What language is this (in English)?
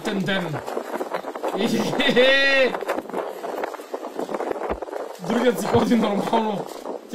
Bulgarian